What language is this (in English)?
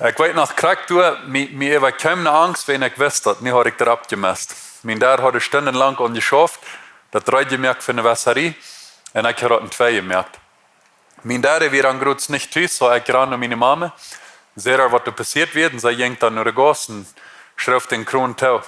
Plautdietsch